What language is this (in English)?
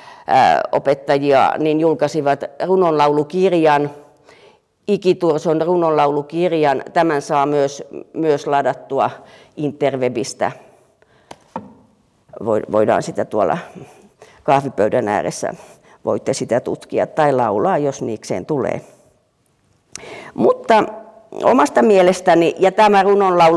Finnish